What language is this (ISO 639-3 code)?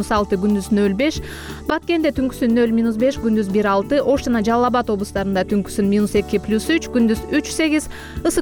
kir